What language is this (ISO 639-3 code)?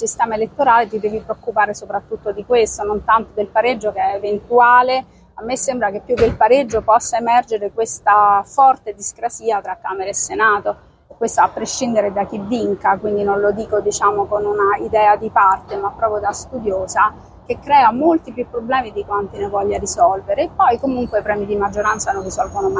ita